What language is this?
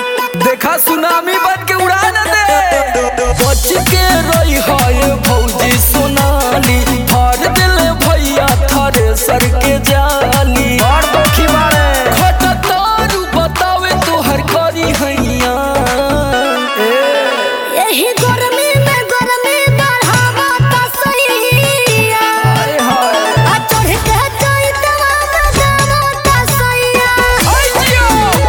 Bhojpuri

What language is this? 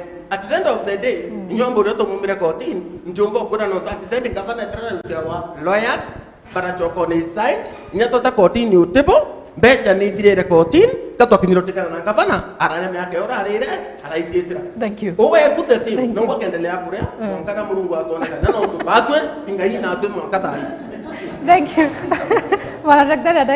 Meru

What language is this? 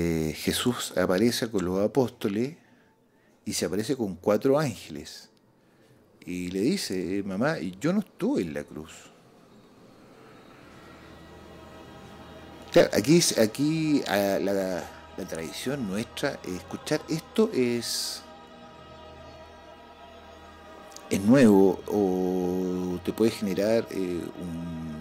Spanish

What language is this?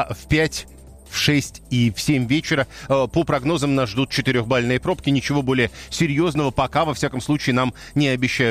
Russian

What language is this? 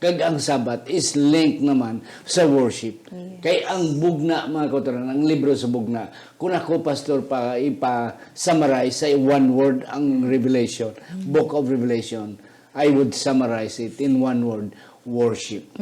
Hiligaynon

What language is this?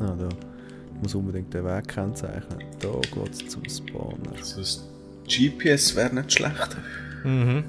Swiss German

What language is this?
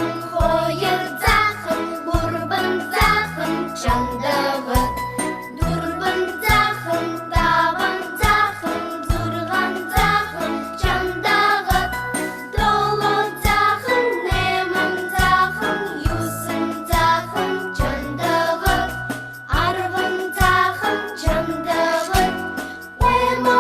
Buriat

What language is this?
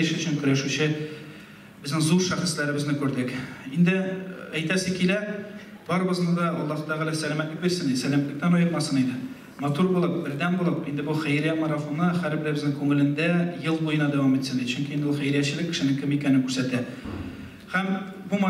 Tatar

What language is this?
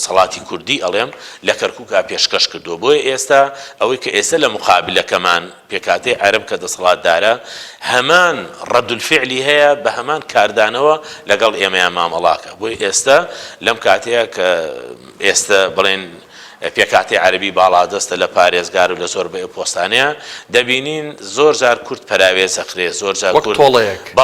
Central Kurdish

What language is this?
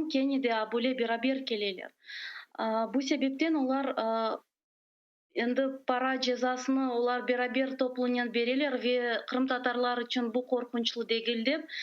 Crimean Tatar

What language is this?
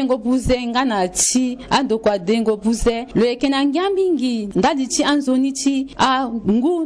Sango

